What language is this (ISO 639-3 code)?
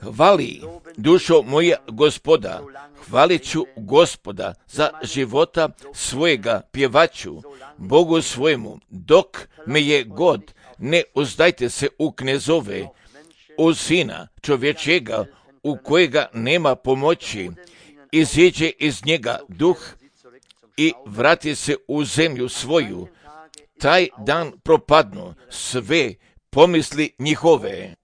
srp